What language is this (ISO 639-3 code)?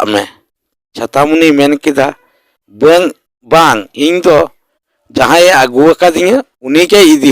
sat